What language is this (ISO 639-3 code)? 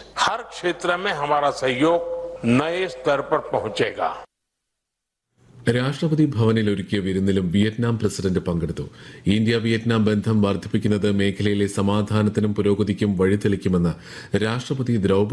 mal